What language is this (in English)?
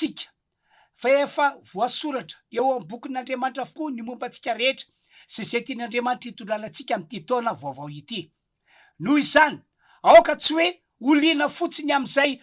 Malagasy